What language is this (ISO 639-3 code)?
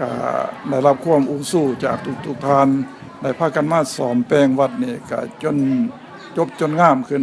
lao